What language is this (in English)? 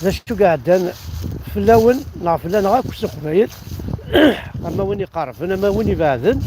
Kabyle